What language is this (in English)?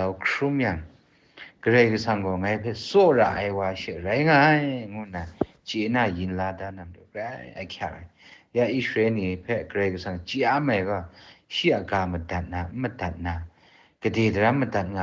Kachin